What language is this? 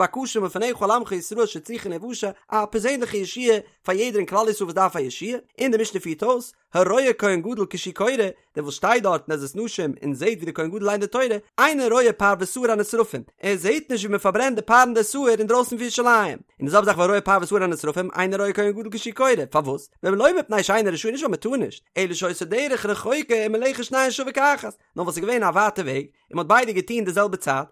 Yiddish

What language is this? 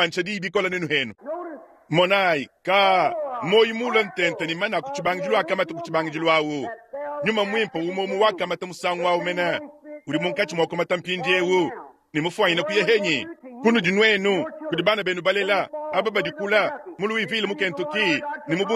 Luba-Lulua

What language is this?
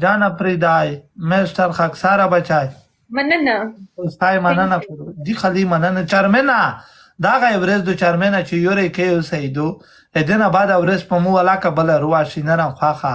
Pashto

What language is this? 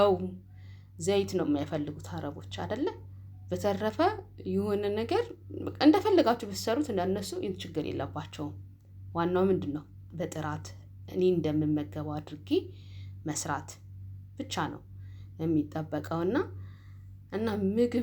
Amharic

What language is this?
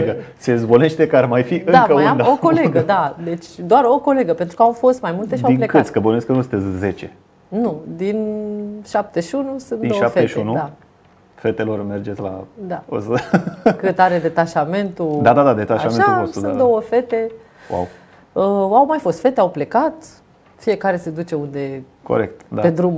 Romanian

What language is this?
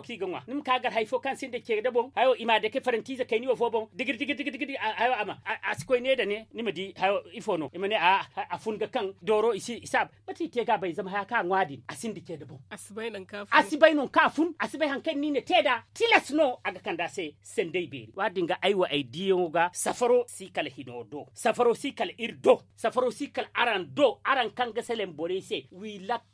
Zarma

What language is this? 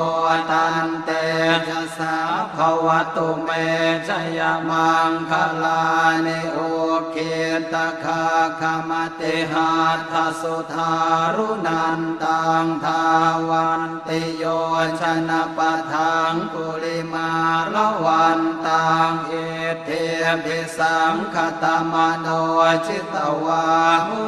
Pali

